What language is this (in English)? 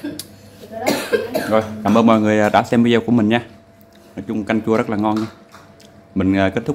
Vietnamese